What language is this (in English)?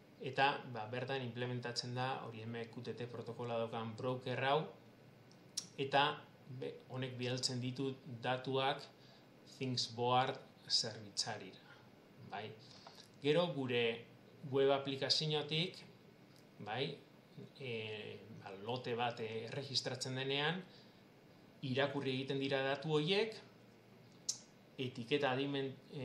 Basque